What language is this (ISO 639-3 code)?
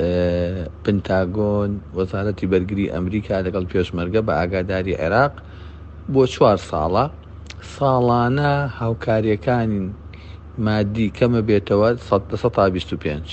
ckb